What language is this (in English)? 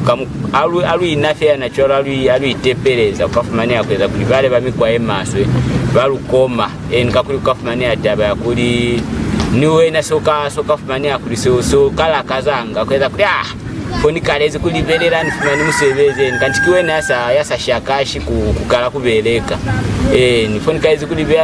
Lozi